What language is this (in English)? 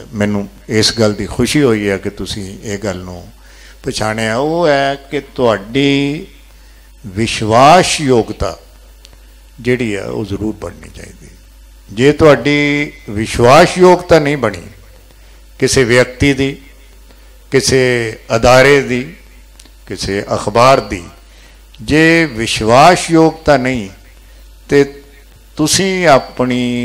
Punjabi